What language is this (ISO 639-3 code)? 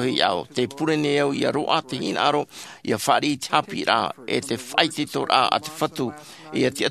tah